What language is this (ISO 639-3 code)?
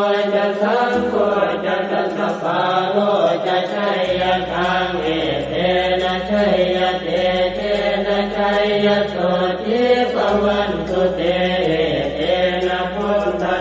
pli